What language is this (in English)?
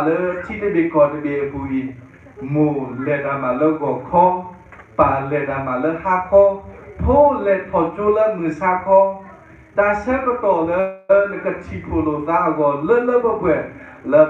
S'gaw Karen